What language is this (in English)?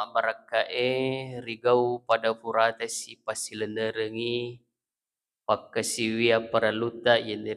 Buginese